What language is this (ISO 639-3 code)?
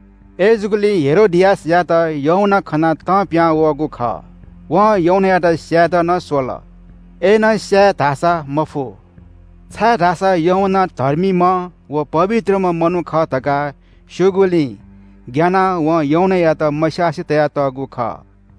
new